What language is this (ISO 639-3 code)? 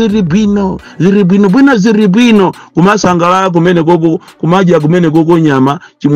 nya